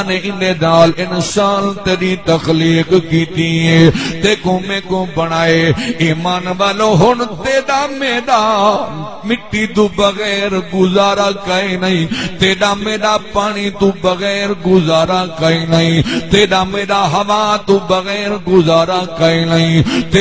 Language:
Saraiki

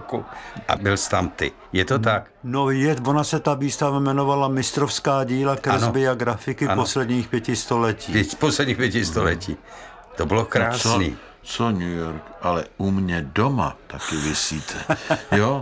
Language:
Czech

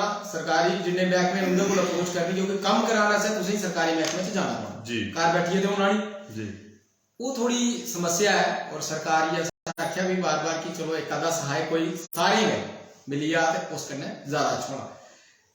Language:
Dogri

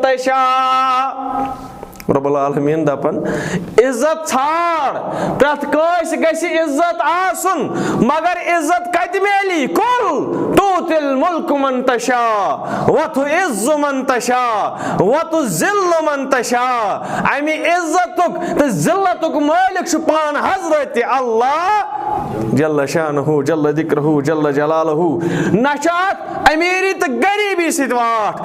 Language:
Kashmiri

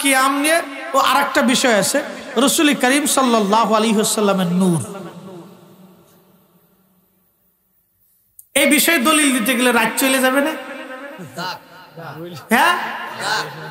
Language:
Bangla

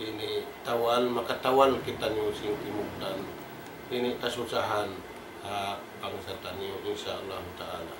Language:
Tausug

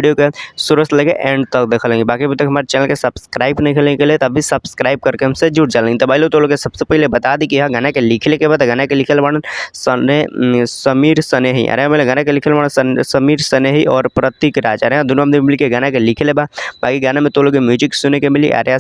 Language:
Bhojpuri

